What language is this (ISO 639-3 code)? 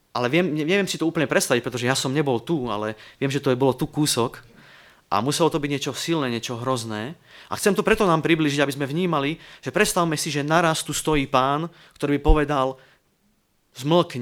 slk